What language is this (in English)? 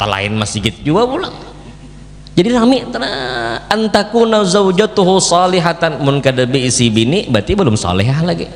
Banjar